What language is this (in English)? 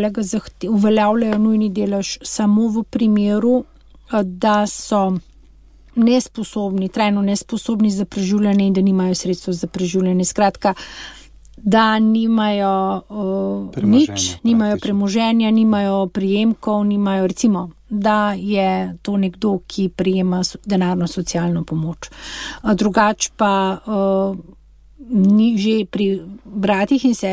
Slovenian